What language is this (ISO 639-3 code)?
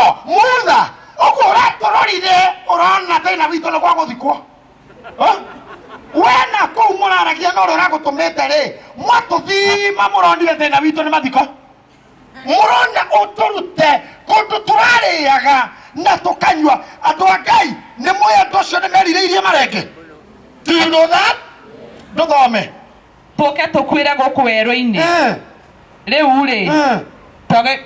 kik